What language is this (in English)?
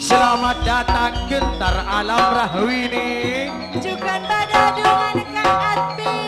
Madurese